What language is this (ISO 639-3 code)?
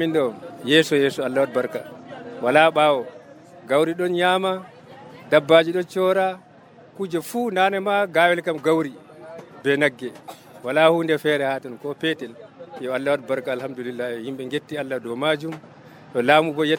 fuv